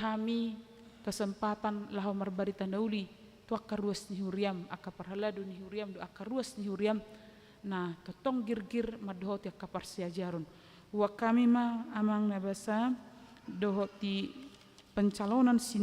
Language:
Batak Toba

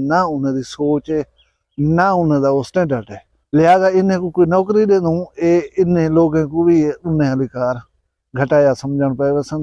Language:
Saraiki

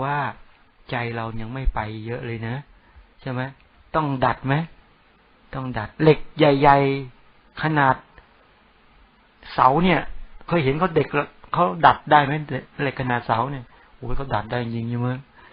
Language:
Thai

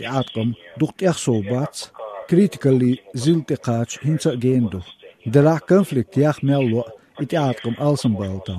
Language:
Chechen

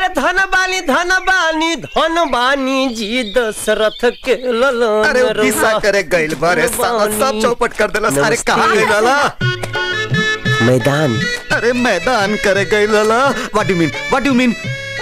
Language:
Bhojpuri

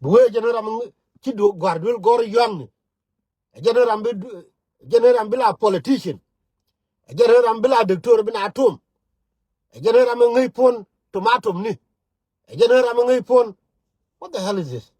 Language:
Nuer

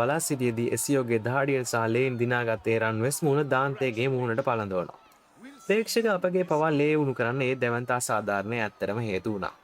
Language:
Sinhala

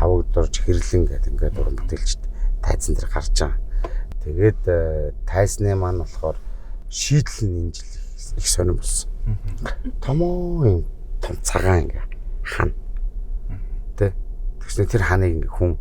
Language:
Mongolian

